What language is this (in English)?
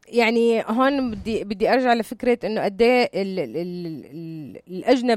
North Levantine Arabic